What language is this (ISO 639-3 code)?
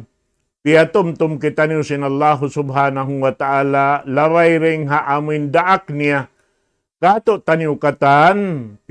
tsg